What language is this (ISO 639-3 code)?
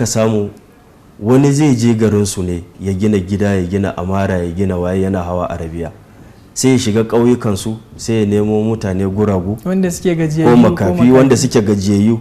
hau